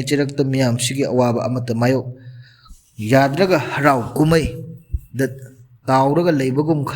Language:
Manipuri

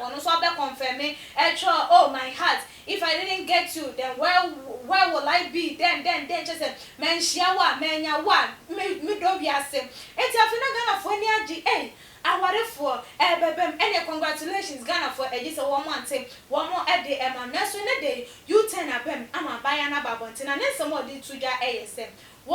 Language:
Akan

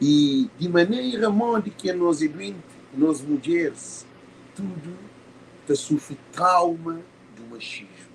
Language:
Kabuverdianu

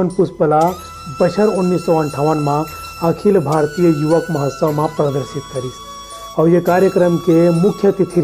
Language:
Chhattisgarhi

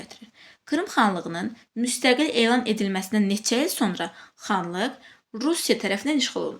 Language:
Azerbaijani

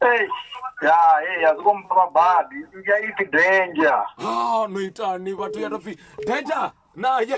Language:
Venda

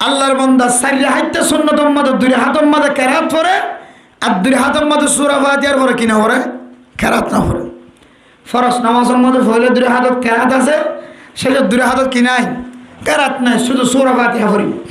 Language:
Rohingya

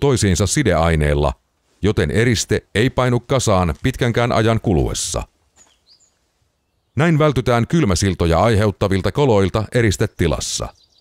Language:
Finnish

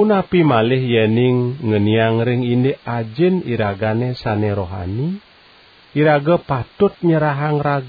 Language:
Balinese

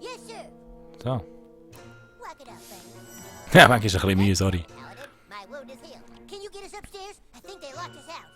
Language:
Swiss German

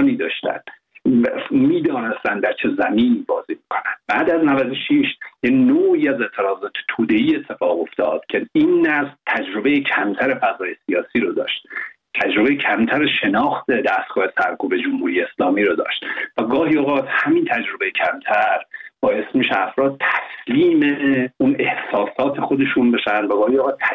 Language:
Persian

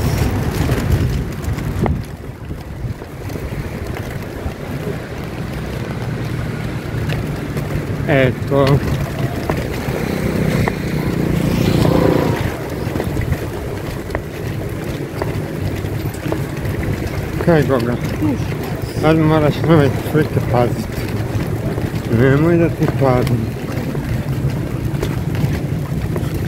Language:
Croatian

